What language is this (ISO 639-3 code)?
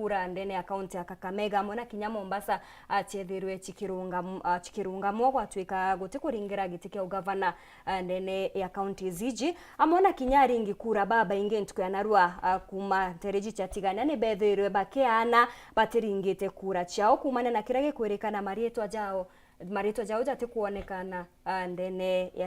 mer